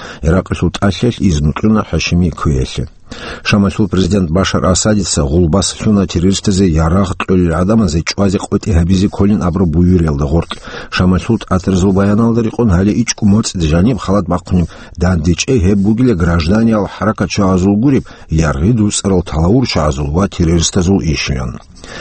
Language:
Avaric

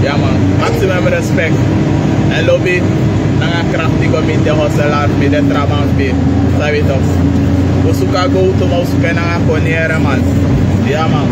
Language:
Sranan Tongo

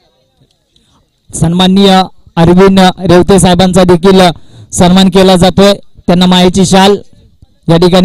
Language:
Marathi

